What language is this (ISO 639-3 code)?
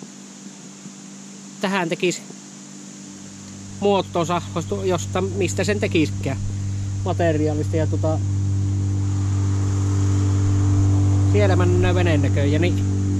fin